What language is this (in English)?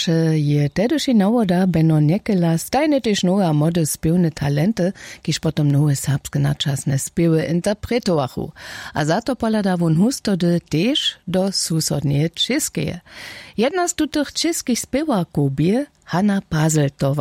Upper Sorbian